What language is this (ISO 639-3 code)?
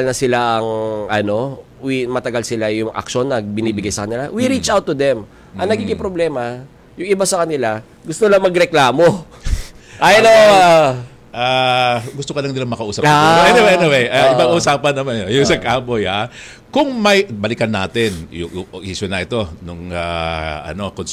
fil